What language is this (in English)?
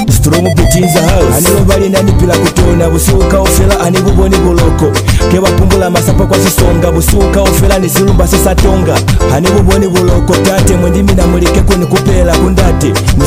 Lozi